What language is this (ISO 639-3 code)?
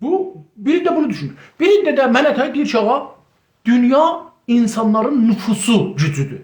azb